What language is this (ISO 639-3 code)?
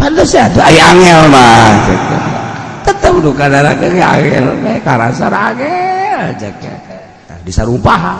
sun